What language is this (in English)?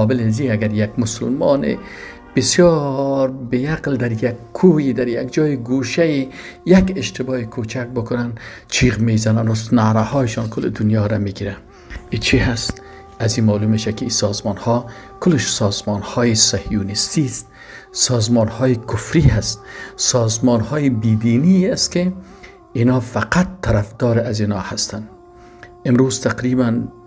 Persian